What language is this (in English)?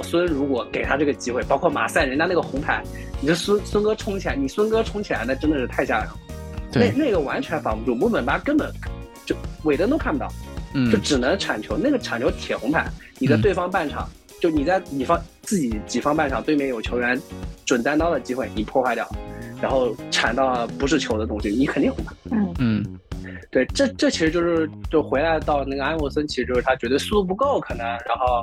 Chinese